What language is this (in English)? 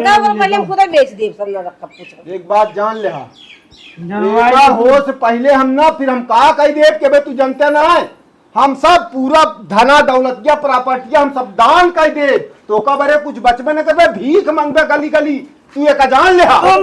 Awadhi